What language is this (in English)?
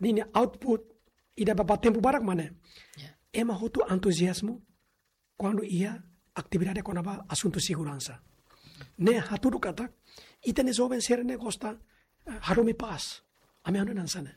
Tetum